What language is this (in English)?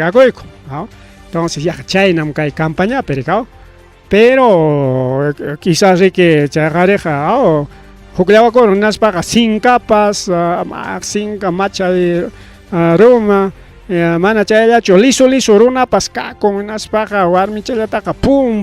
Ayacucho Quechua